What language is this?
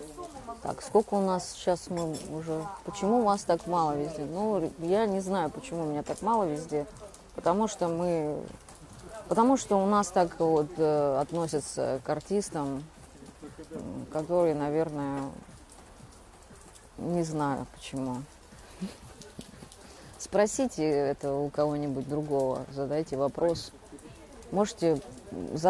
Russian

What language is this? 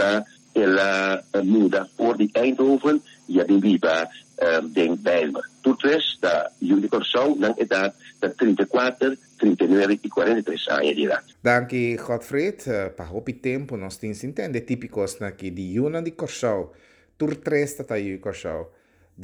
Papiamento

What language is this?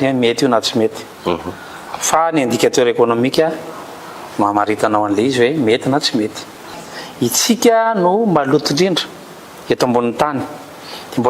Malagasy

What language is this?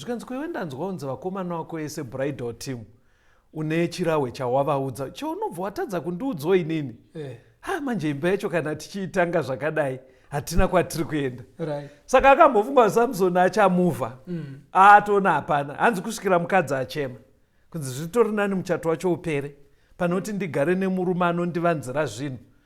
Shona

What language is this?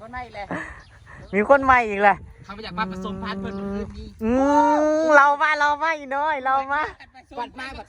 Northeastern Thai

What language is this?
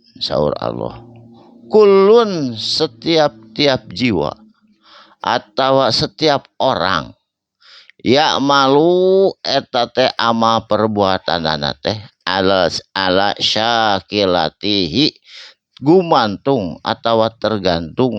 Sundanese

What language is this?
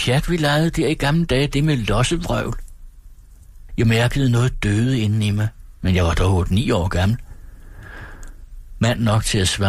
Danish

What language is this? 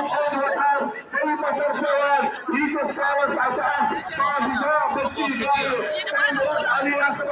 Kashmiri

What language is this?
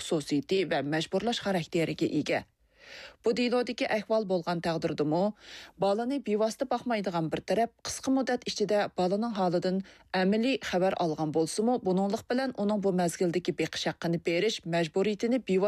Uyghur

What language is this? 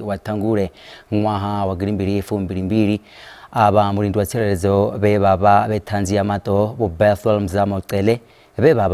Venda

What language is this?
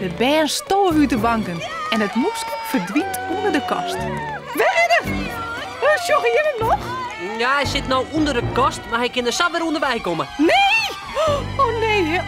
Western Frisian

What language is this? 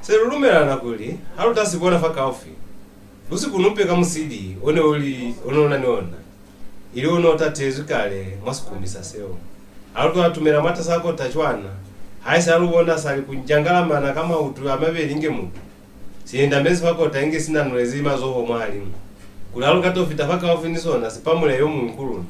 Lozi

